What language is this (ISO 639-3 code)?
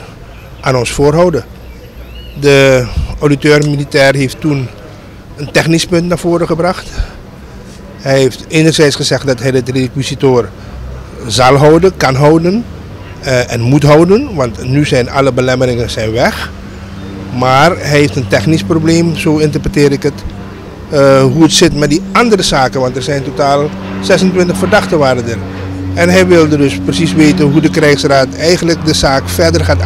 nld